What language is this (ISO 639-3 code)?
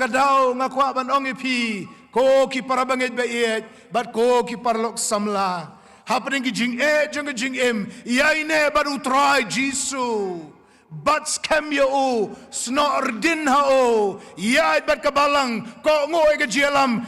kha